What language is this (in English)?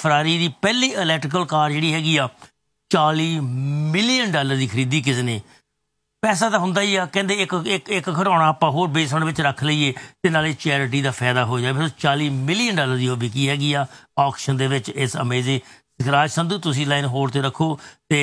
Punjabi